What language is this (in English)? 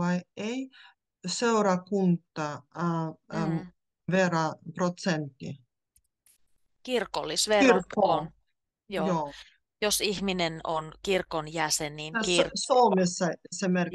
Finnish